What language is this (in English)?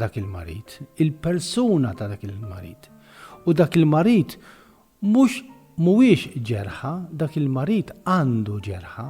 Maltese